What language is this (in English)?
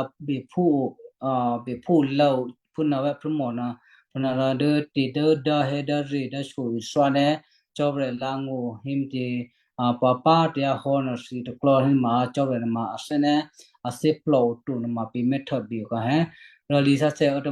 Western Kayah